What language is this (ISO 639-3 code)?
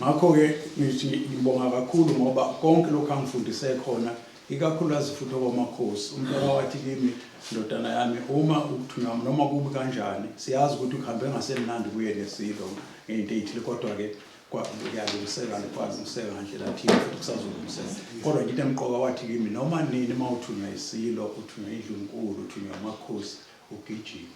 zul